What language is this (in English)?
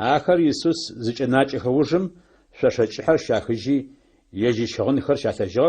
Adyghe